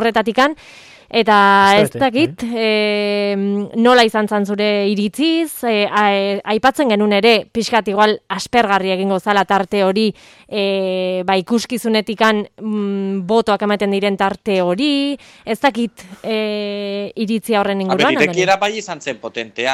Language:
Basque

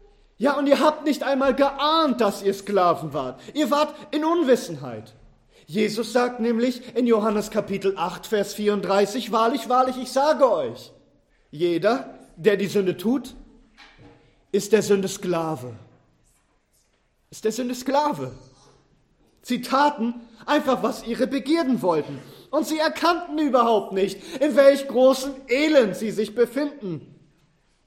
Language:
German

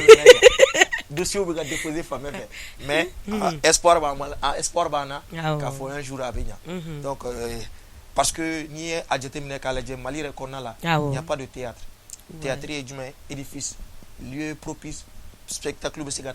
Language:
Bambara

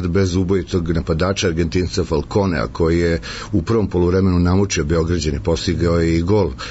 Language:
Serbian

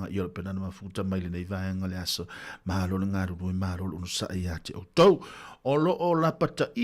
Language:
Samoan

